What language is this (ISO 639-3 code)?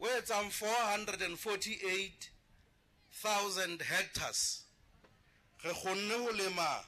sot